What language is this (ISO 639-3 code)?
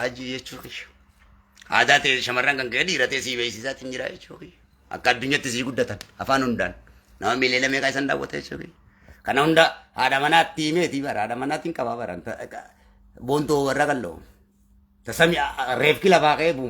orm